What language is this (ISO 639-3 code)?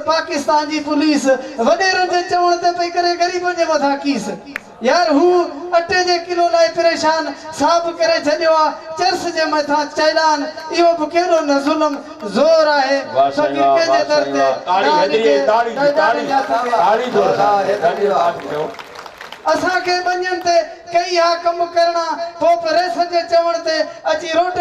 snd